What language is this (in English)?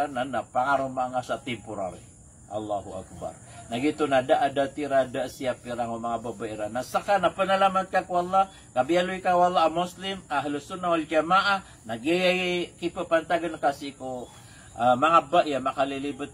Maranao